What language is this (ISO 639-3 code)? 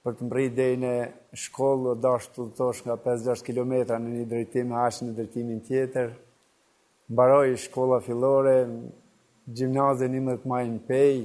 sqi